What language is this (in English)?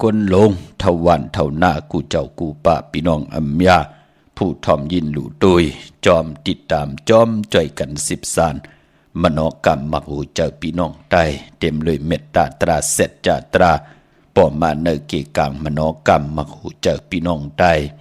Shan